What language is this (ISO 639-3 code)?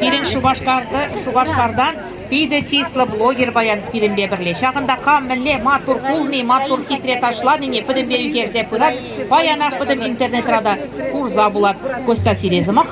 chv